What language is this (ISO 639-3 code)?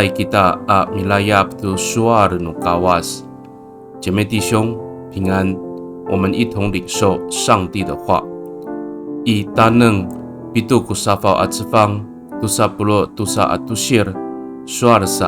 ami